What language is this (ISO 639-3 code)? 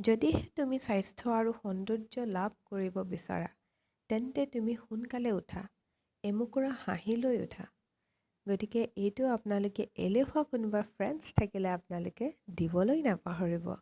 asm